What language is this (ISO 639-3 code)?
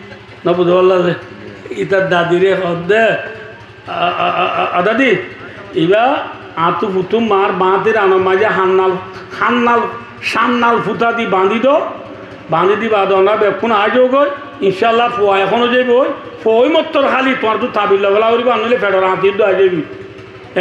rhg